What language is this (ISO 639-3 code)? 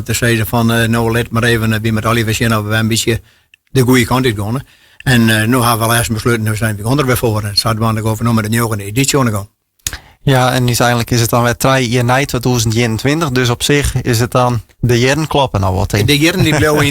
fry